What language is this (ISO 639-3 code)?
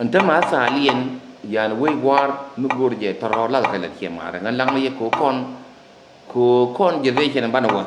nus